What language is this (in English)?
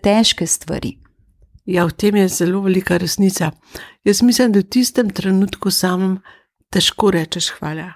Slovenian